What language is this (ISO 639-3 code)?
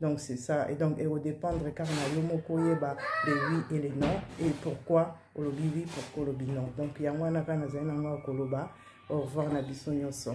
lin